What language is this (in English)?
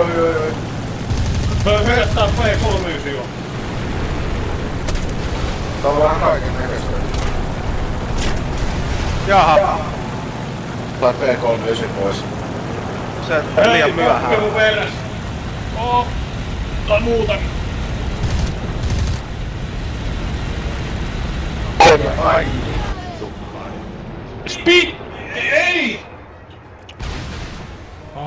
Finnish